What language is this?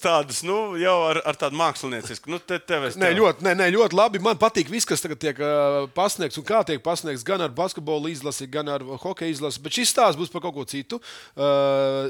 Latvian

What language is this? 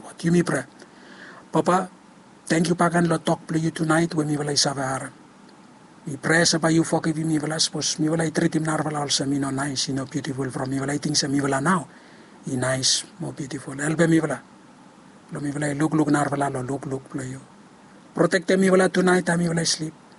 Bislama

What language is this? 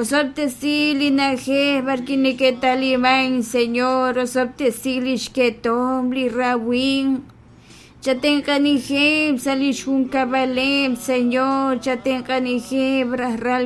Kekchí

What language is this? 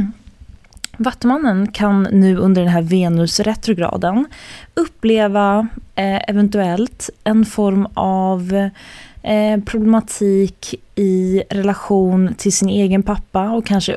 Swedish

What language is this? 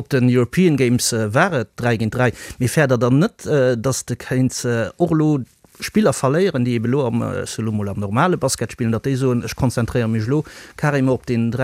Luxembourgish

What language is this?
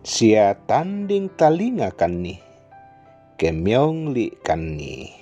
Toraja-Sa'dan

